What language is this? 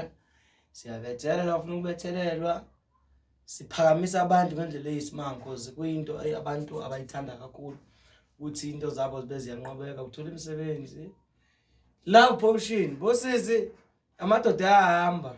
Zulu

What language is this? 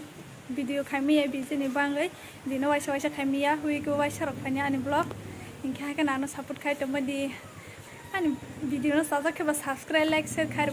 Kok Borok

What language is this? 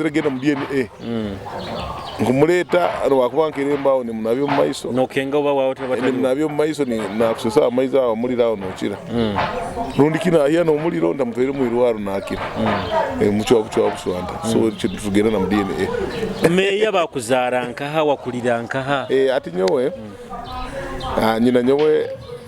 Nyoro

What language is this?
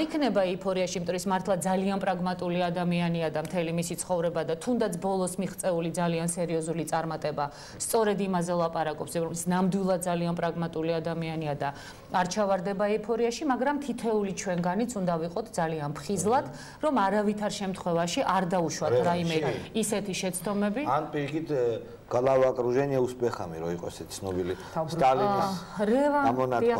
Georgian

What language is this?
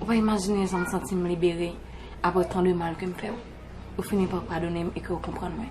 Haitian Creole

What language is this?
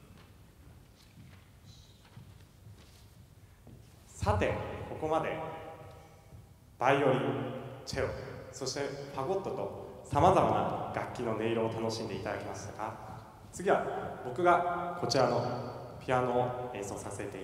Japanese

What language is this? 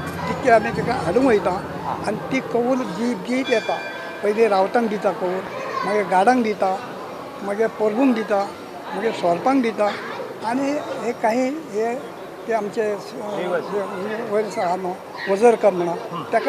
Konkani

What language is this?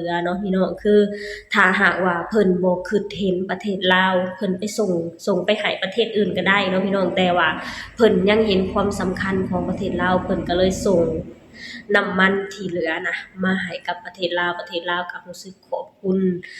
Lao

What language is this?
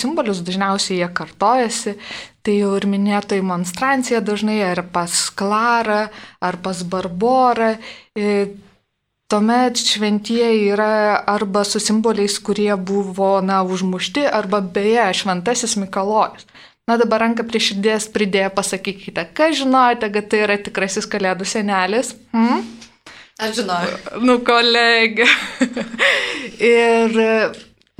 Lithuanian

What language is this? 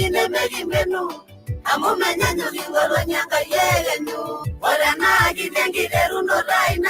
Masai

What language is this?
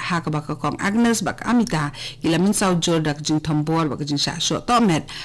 Khasi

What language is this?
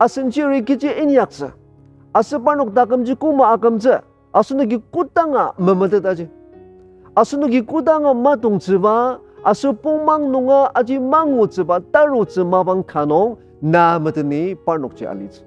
Ao Naga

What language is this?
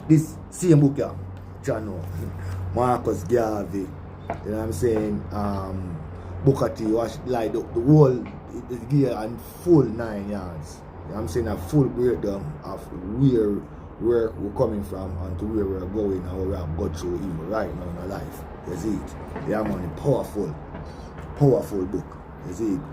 Jamaican Creole English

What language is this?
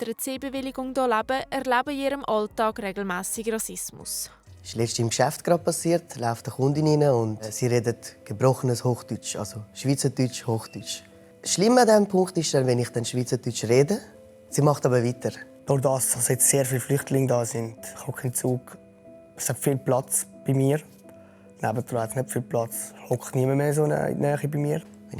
Swiss German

